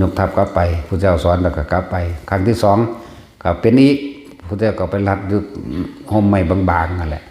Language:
Lao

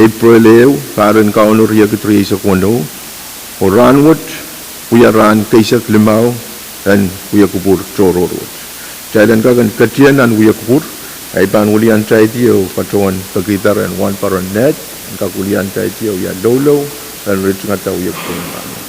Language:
Pohnpeian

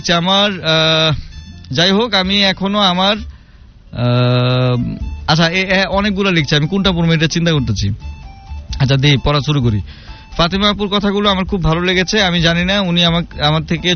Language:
Bangla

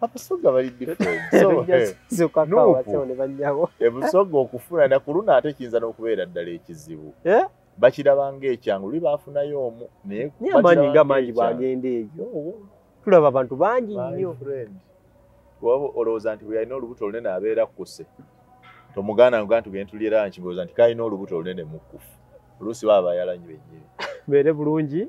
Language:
Ganda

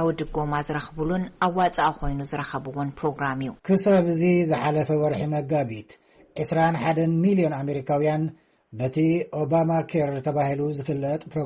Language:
Tigrinya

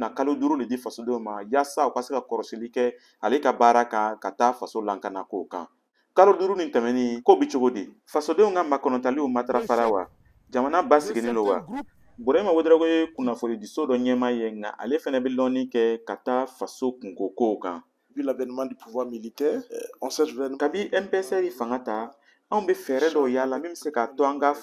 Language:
Bambara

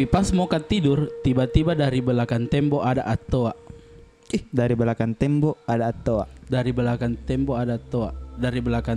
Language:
Makassar Malay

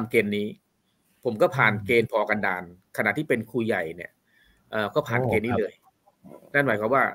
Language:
Thai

